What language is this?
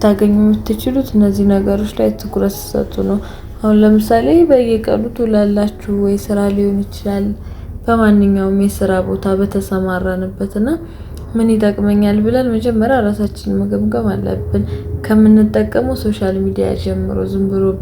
Amharic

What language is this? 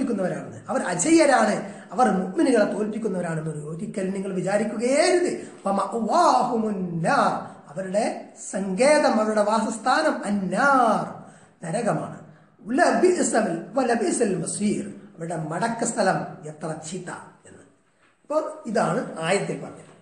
Malayalam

